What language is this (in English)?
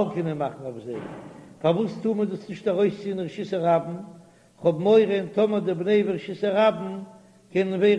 Yiddish